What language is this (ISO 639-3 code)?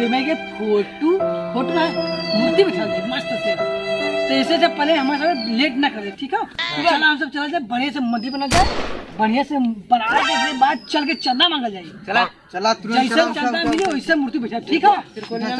awa